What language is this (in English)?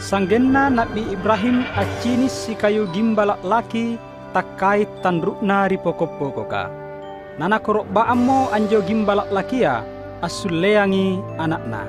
Makasar